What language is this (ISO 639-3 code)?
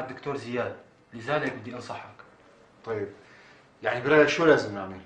apc